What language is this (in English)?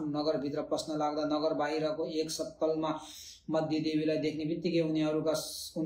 Nepali